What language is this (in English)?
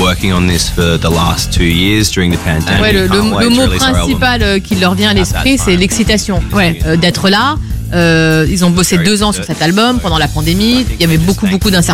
French